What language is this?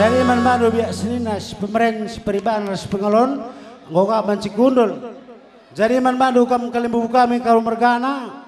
Batak Karo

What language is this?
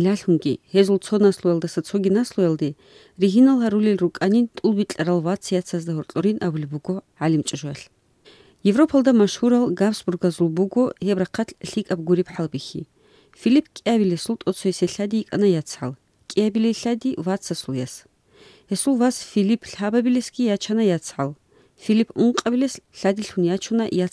Avaric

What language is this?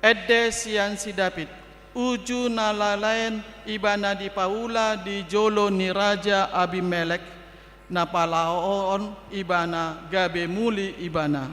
Batak Toba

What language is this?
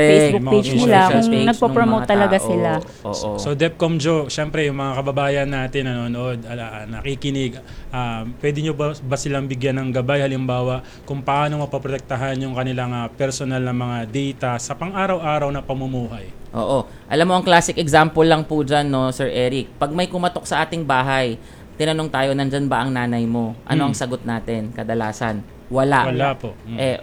Filipino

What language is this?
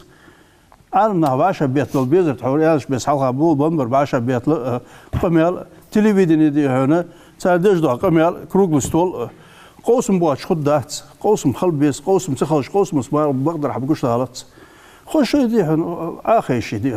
Ingush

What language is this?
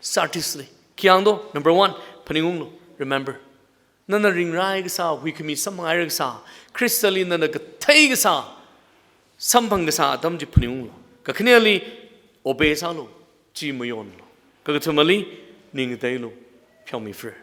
Tangkhul Naga (India)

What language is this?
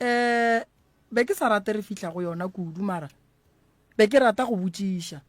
Northern Sotho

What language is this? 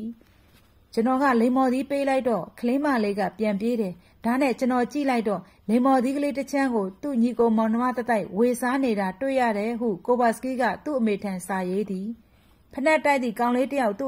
Burmese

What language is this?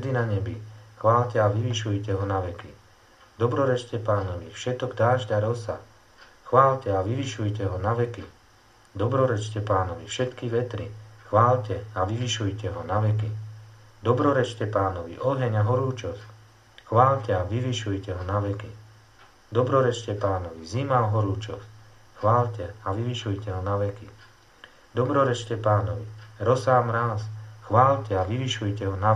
Slovak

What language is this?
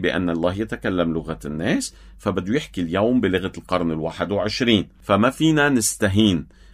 North Levantine Arabic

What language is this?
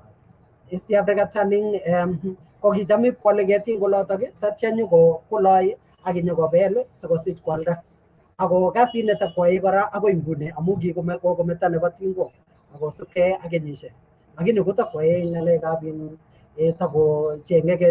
Kalenjin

